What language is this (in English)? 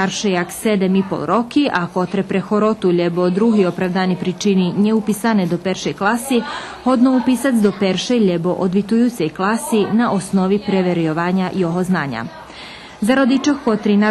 Rusyn